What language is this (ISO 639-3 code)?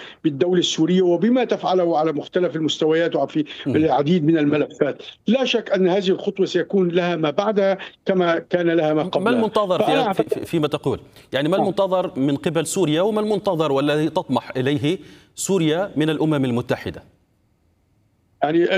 ara